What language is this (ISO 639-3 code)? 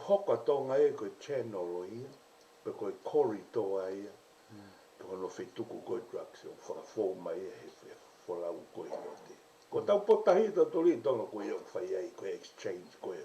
ton